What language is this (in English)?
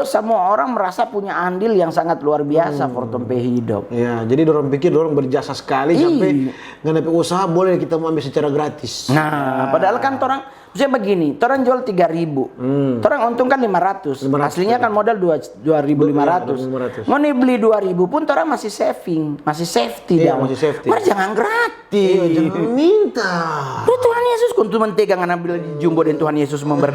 Manado Malay